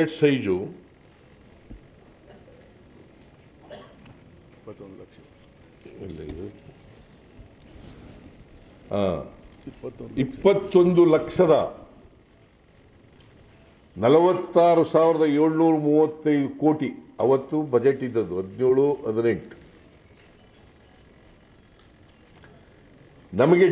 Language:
Kannada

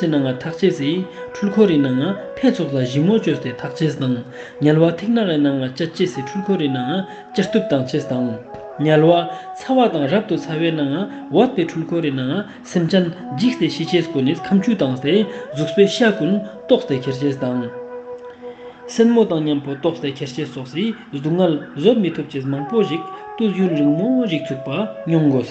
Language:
Ladakhi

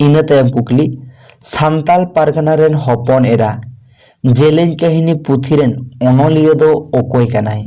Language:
Santali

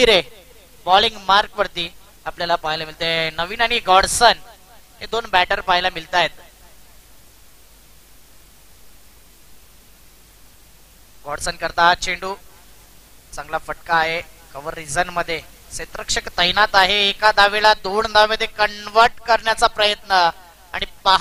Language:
Marathi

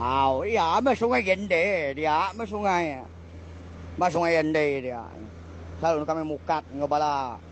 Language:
Iban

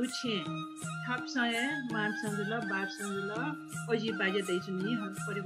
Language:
Newari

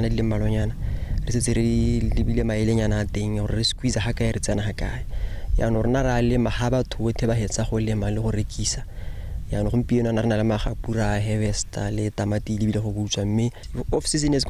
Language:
Tswana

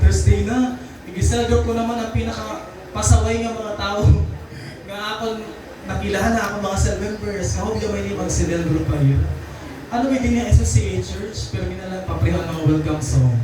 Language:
Waray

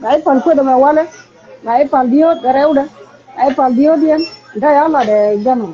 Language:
Nuer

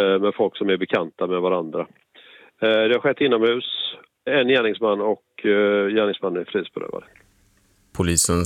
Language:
Swedish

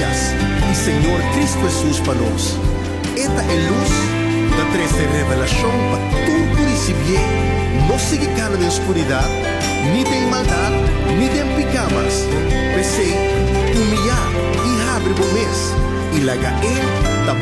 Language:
Papiamento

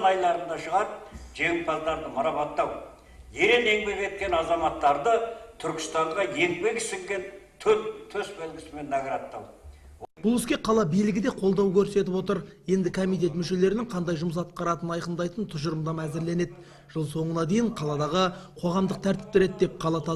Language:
Kazakh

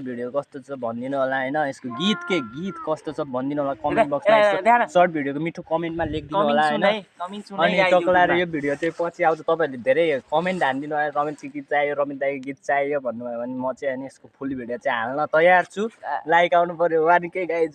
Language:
Nepali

